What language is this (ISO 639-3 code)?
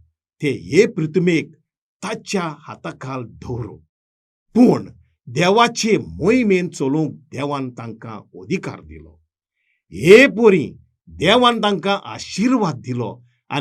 kok